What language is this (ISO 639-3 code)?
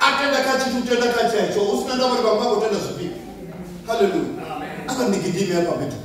ven